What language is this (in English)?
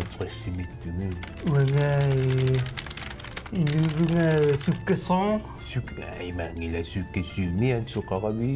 Kalaallisut